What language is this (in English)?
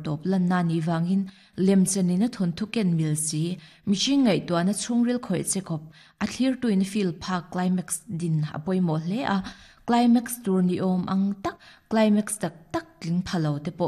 Mizo